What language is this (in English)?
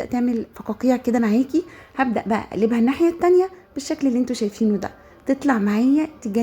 Egyptian Arabic